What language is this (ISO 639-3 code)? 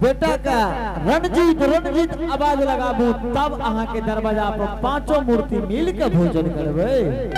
anp